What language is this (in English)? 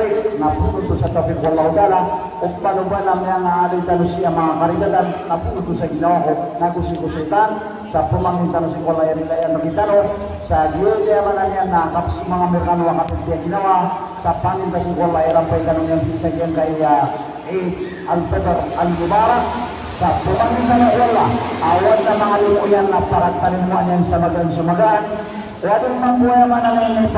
Maranao